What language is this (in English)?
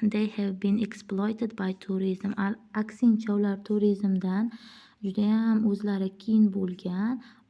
Uzbek